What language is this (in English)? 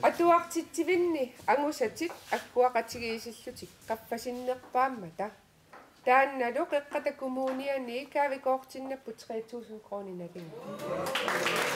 Kalaallisut